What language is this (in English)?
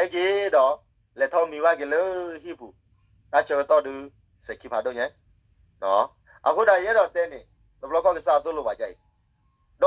S'gaw Karen